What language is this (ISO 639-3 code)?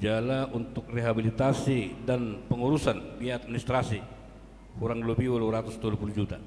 bbc